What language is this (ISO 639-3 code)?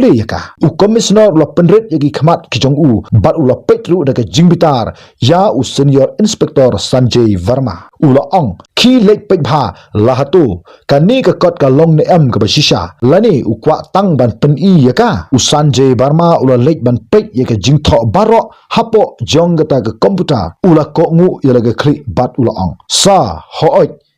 kha